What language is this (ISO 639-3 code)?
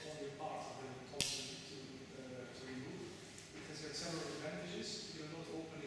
eng